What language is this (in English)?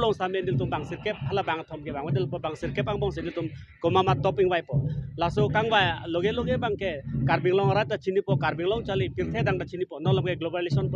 Karbi